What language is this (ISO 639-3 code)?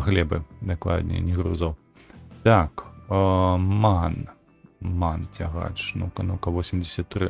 bel